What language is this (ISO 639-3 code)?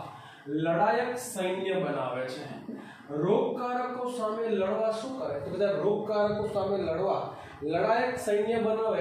guj